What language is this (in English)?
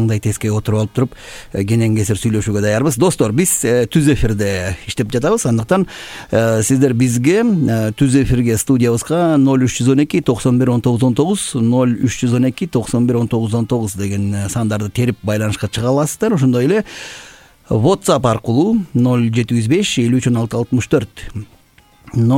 Kyrgyz